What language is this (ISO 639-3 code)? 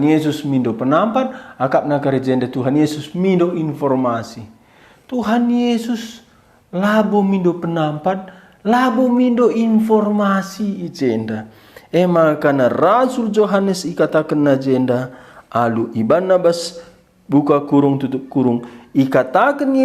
btx